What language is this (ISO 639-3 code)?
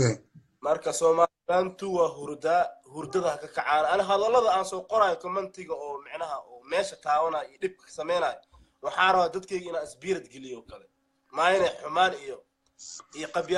som